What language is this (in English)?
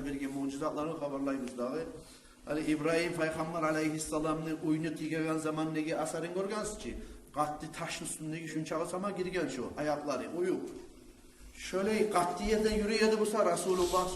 Kumyk